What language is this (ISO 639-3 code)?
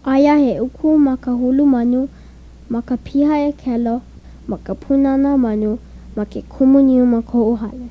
haw